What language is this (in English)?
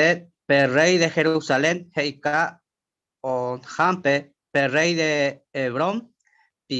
Guarani